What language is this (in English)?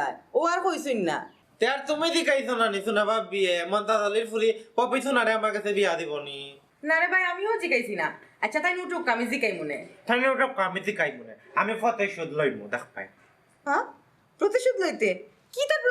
Sylheti